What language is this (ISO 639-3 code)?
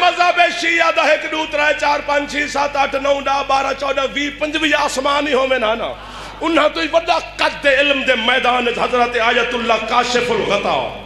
skr